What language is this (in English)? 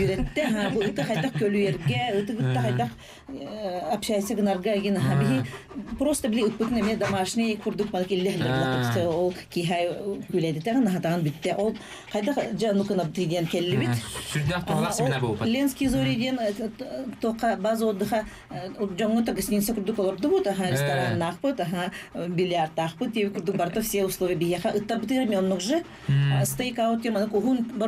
Yakut